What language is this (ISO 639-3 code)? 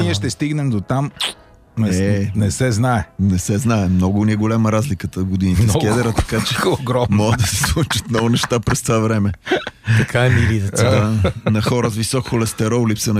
bul